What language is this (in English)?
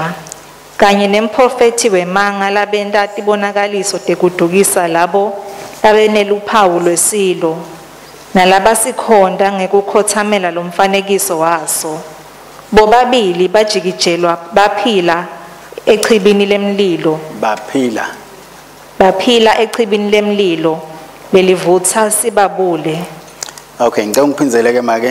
Swati